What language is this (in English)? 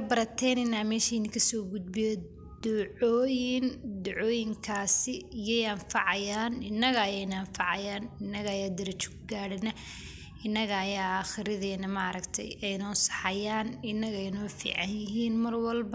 Somali